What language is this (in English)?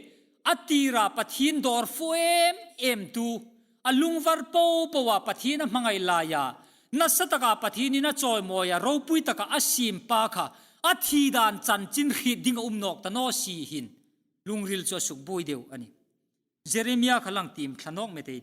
Hmar